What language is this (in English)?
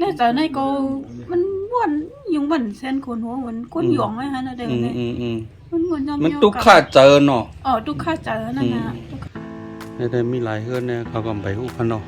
Shan